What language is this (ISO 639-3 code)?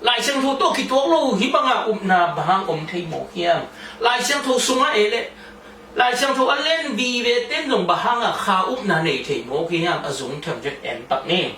ctd